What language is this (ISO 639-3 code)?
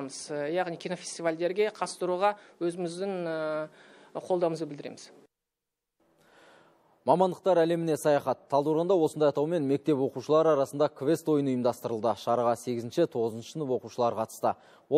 kaz